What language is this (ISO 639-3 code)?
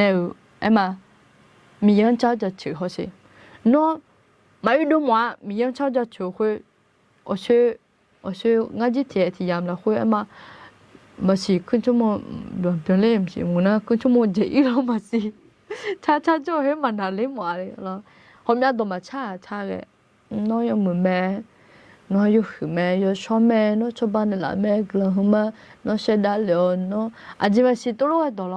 ahk